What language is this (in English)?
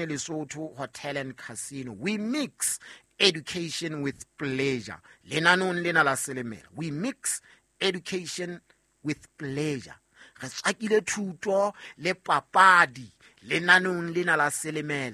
Southern Sotho